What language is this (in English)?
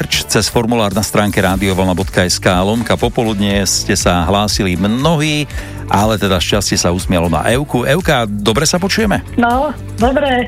Slovak